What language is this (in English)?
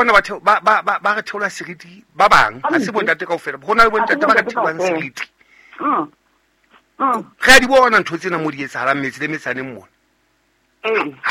Southern Sotho